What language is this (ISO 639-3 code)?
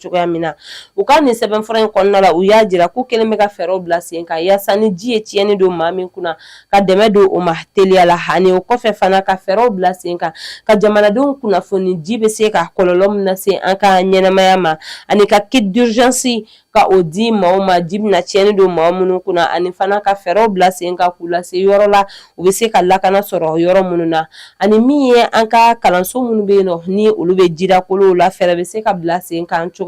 bam